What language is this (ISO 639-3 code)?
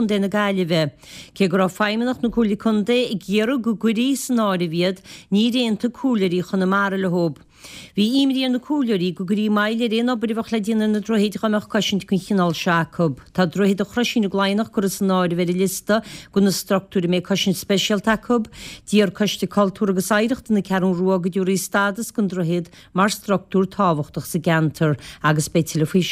gle